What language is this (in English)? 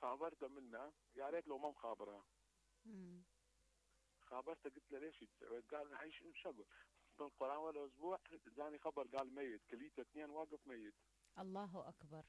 Mesopotamian Arabic